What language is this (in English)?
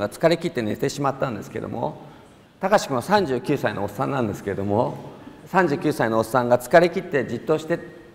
Japanese